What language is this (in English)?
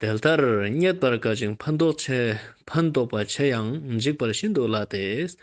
Ladakhi